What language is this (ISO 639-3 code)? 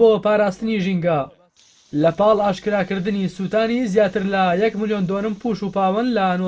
ckb